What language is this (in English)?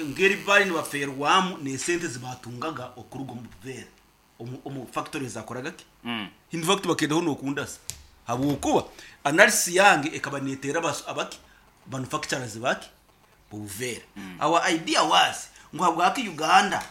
Nyoro